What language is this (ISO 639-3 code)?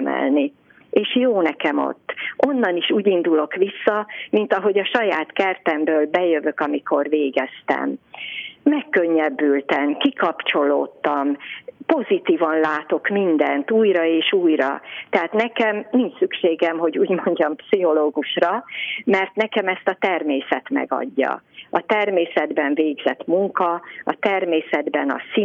hun